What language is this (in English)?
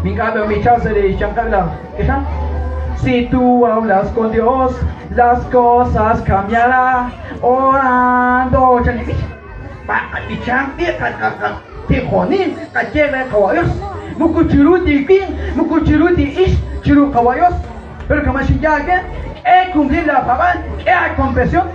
Kekchí